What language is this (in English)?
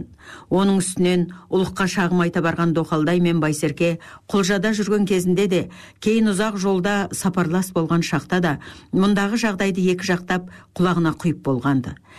Kazakh